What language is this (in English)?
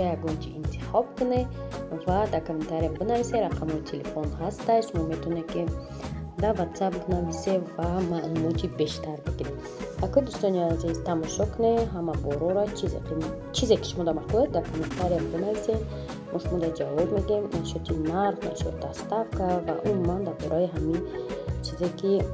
Tajik